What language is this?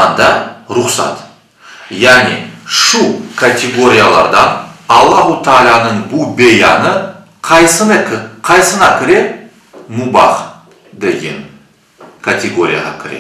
Crimean Tatar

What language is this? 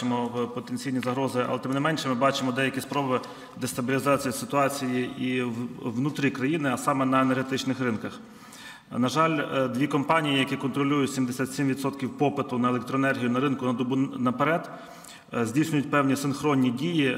Ukrainian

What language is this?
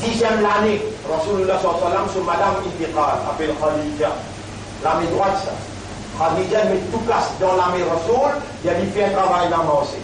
Morisyen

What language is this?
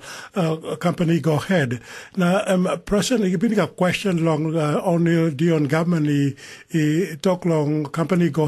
Tok Pisin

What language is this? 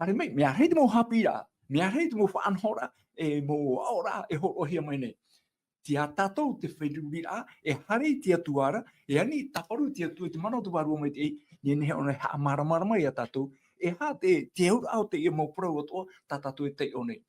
Tahitian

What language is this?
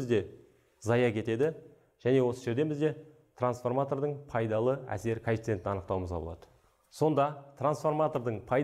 Kazakh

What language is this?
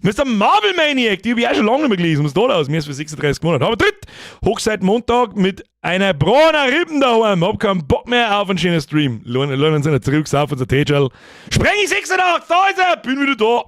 Bavarian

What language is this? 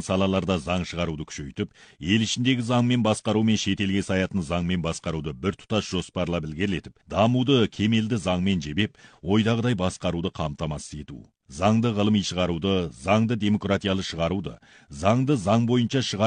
Kazakh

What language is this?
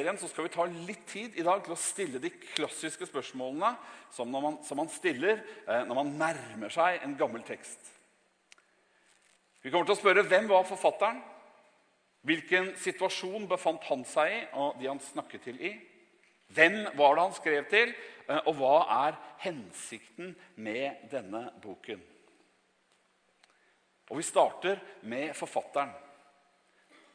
Norwegian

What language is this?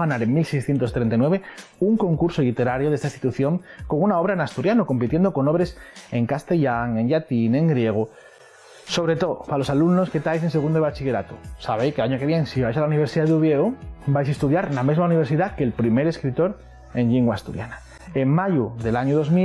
Asturian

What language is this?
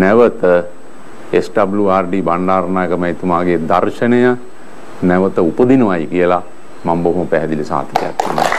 Sinhala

